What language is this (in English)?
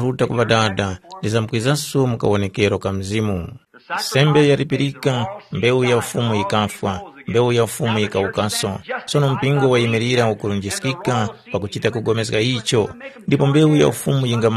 Tumbuka